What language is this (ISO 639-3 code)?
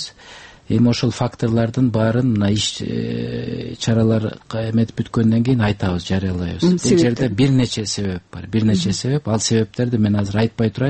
kir